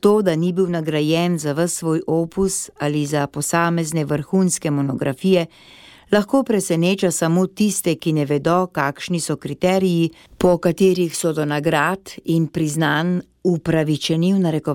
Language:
Slovenian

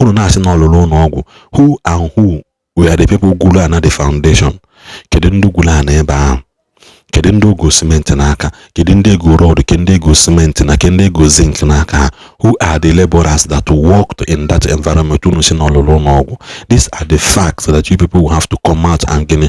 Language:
Igbo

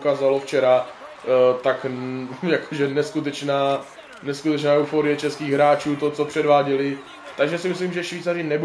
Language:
Czech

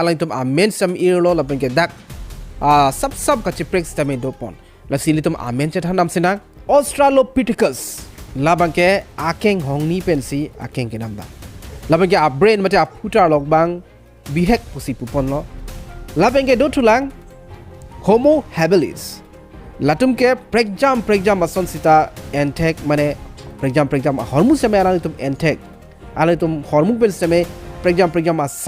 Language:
Karbi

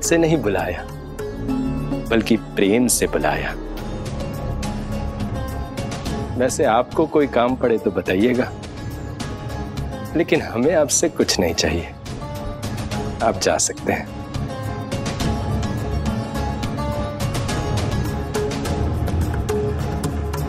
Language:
Hindi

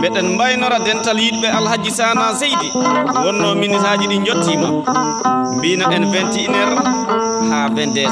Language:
Fula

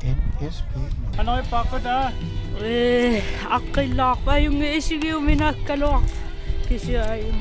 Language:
Kalaallisut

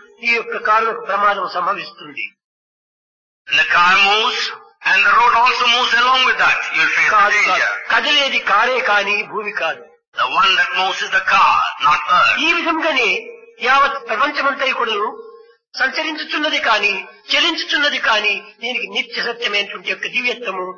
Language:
Telugu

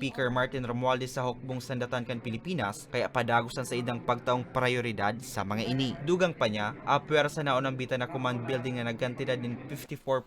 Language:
Bikol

